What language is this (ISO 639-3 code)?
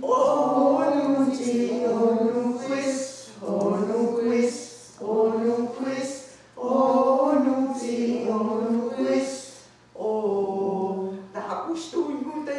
moh